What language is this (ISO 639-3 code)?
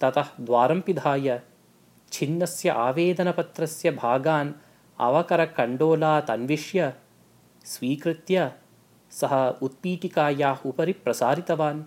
san